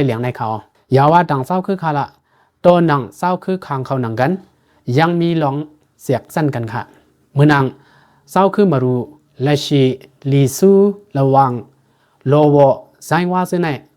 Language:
Lao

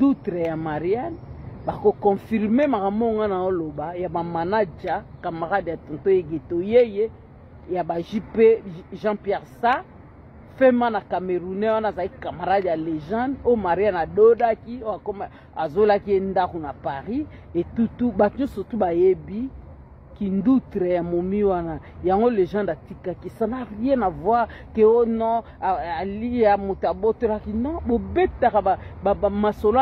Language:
Lingala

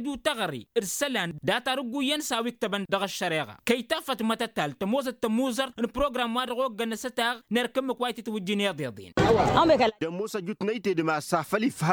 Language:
Tamasheq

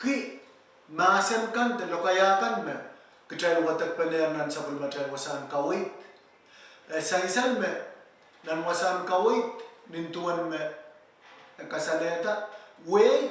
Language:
Pohnpeian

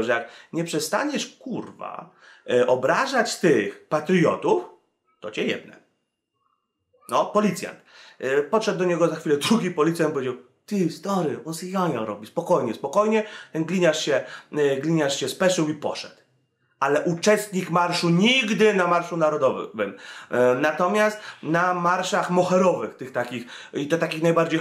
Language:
Polish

